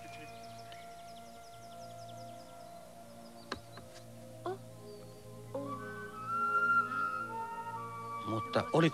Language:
Finnish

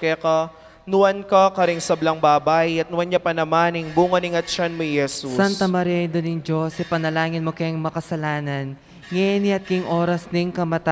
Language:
Pampanga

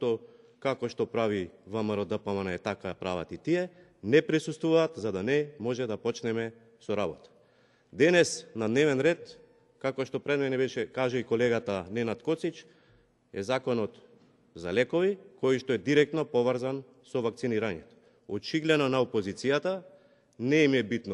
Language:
Macedonian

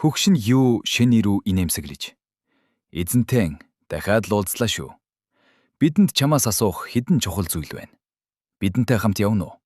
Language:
Mongolian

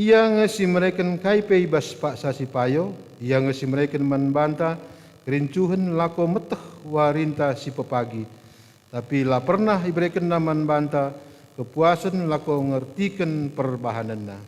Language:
Batak Karo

